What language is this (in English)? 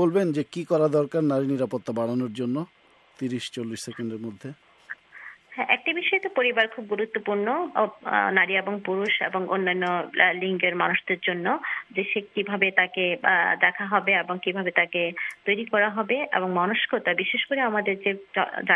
Bangla